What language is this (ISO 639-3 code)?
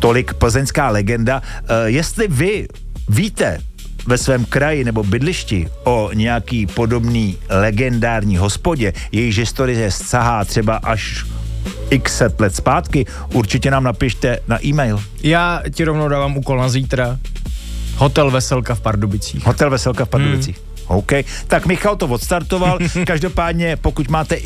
ces